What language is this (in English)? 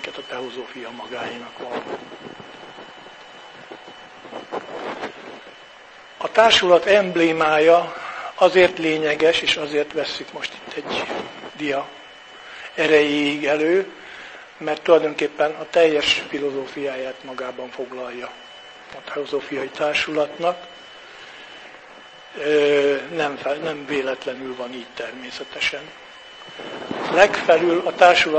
Hungarian